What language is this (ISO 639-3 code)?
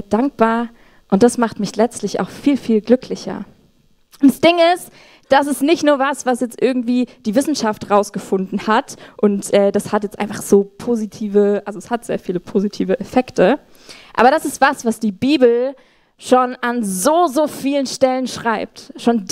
gsw